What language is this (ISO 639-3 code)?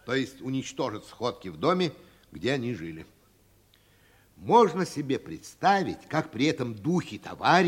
rus